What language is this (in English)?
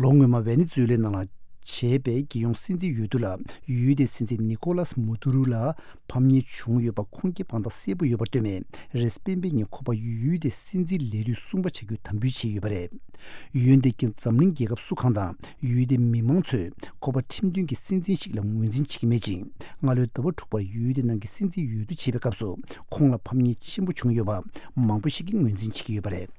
Tibetan